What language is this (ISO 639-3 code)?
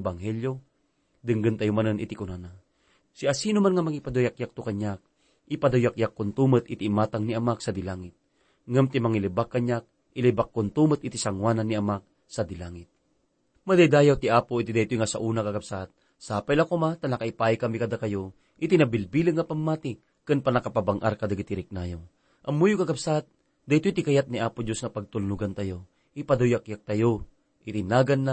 ilo